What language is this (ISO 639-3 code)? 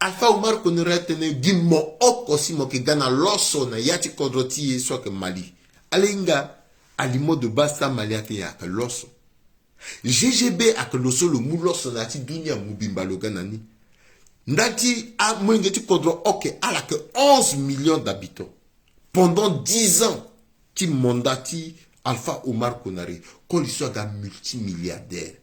sag